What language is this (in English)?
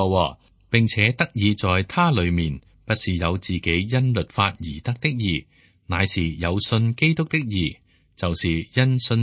Cantonese